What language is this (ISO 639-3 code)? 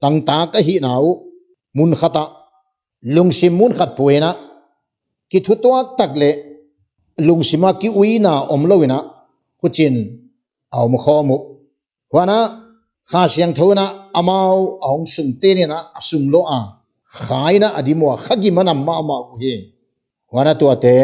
pck